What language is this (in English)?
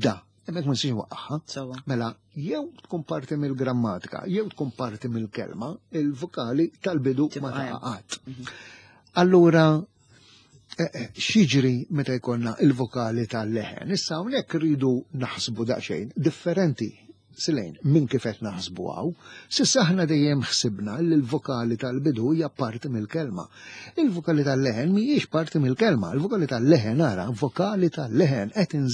Maltese